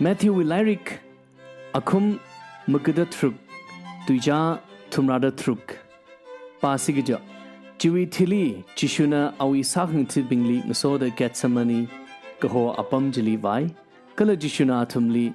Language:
Tangkhul Naga (India)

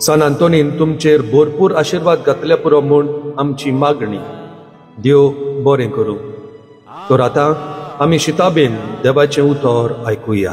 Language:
Konkani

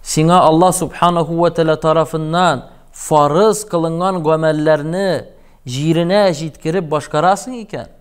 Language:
Tatar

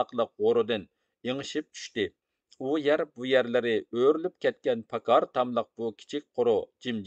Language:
Uyghur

